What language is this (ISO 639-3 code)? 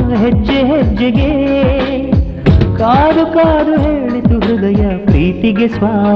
kan